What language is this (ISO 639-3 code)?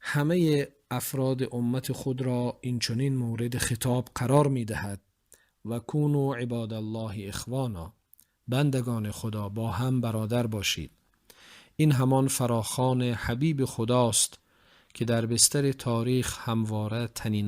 tgk